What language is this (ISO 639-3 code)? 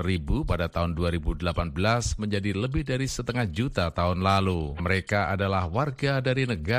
ind